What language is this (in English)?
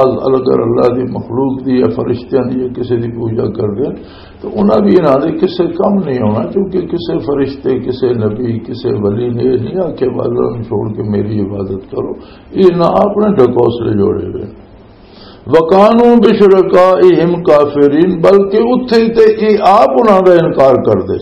Western Panjabi